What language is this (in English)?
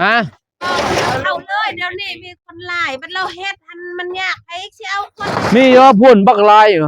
Lao